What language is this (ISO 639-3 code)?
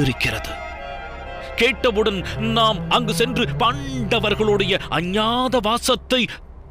tam